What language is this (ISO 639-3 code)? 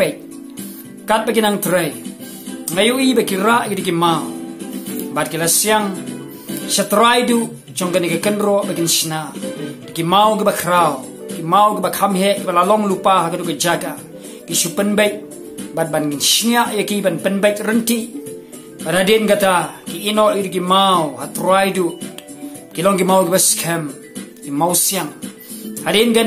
kha